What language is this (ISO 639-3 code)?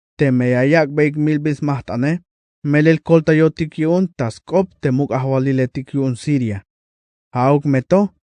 tzh